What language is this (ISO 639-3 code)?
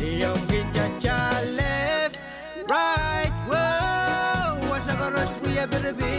pon